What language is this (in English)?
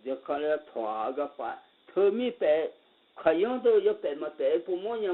Akha